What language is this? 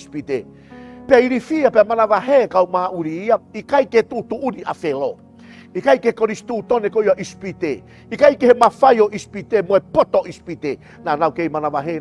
Tongan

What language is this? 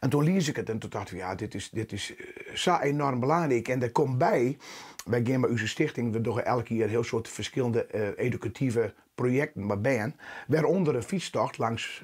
Western Frisian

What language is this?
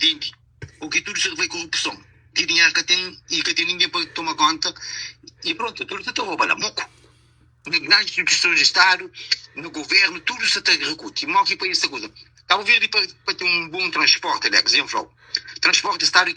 Kabuverdianu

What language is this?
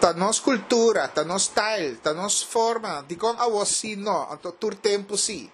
Papiamento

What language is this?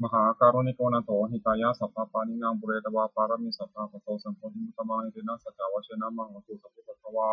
Pali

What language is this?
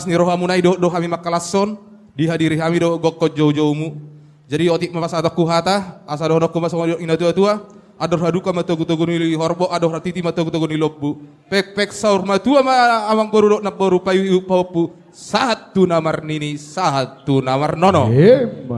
Batak Toba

